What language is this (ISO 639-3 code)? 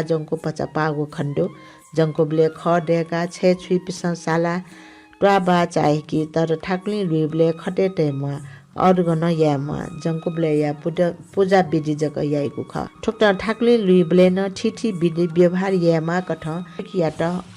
new